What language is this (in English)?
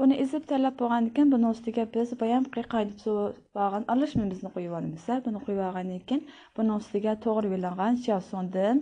Uyghur